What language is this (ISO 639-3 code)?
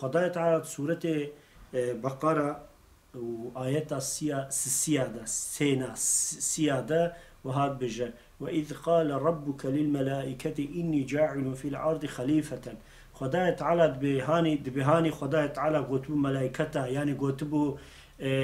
kur